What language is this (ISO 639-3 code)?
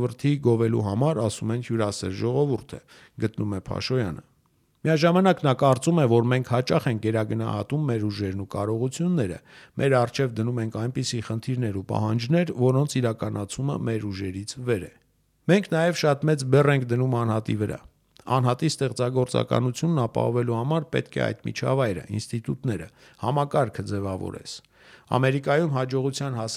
hye